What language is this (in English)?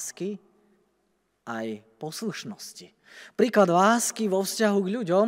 Slovak